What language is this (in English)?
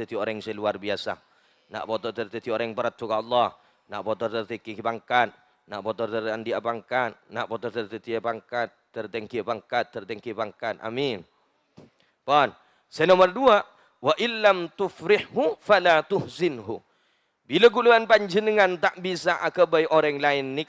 Madurese